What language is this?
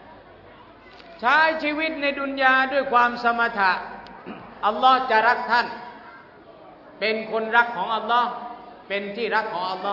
Thai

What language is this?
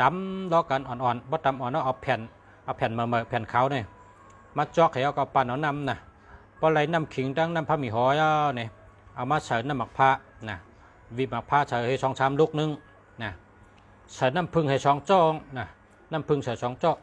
Shan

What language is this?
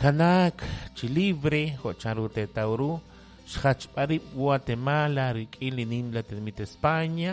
Kekchí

